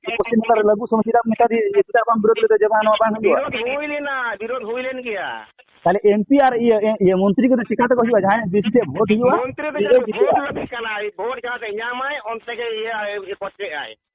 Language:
Santali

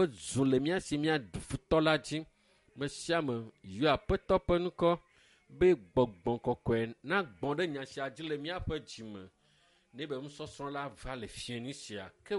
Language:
Ewe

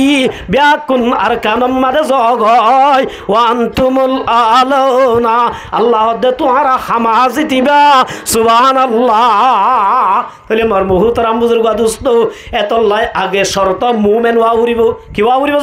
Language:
Rohingya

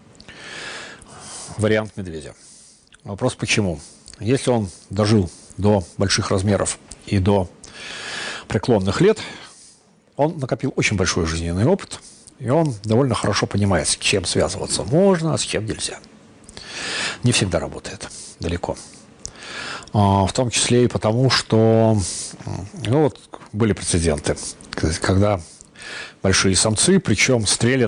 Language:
Russian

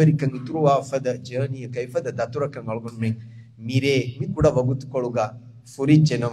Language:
Divehi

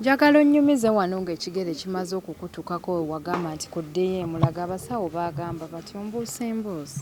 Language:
Ganda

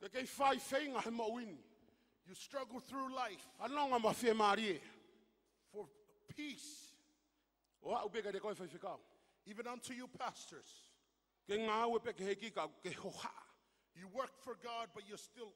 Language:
Tongan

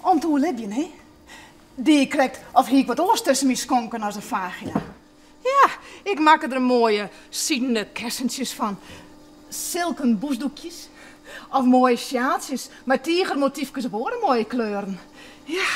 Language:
Western Frisian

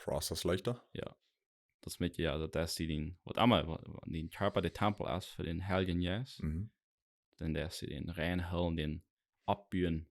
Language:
Plautdietsch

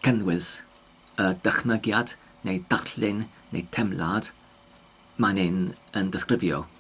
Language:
Welsh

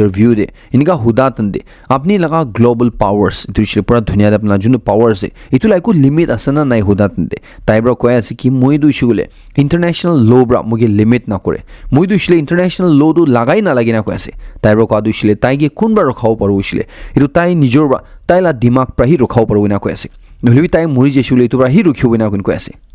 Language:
Naga Pidgin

